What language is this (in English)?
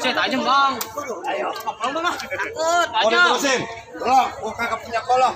Betawi